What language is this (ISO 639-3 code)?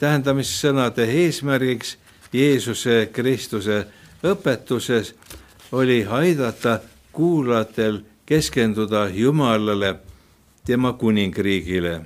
est